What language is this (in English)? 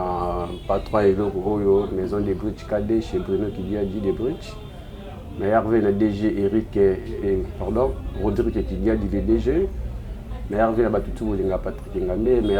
Lingala